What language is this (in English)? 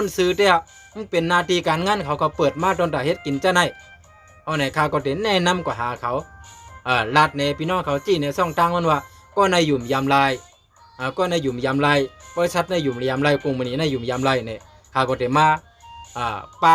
Shan